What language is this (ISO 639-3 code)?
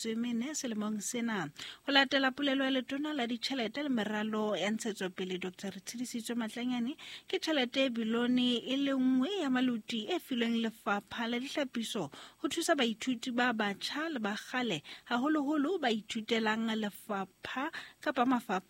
sot